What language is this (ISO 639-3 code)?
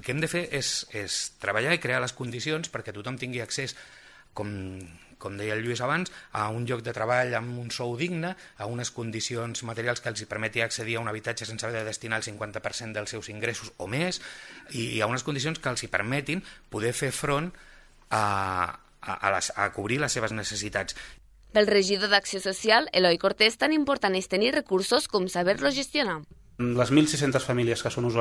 cat